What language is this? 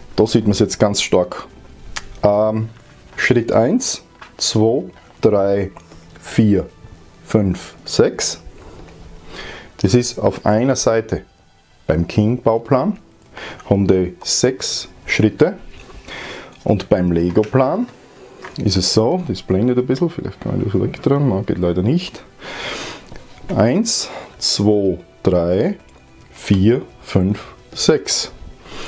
German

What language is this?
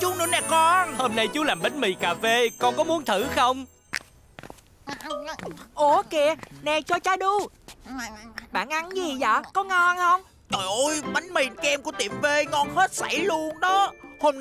Vietnamese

